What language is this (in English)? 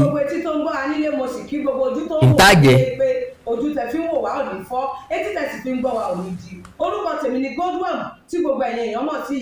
Yoruba